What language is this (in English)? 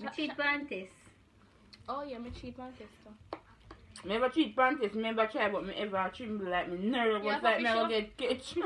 Jamaican Creole English